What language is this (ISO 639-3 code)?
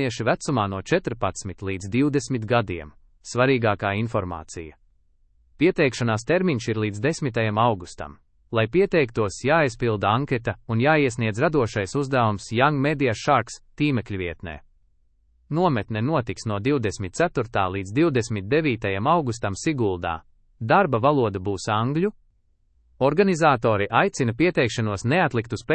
lav